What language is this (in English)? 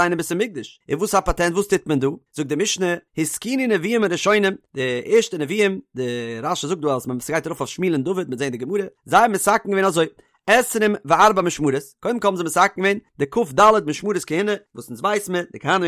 Yiddish